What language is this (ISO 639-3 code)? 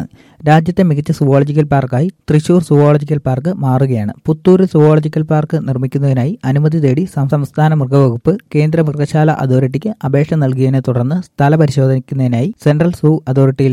mal